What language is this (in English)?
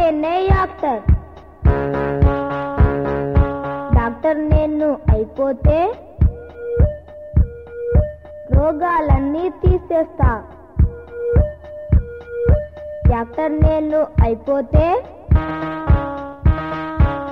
Telugu